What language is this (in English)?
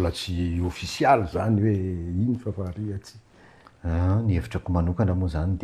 Malagasy